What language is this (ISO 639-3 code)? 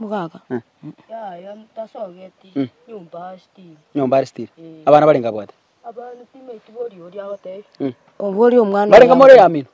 guz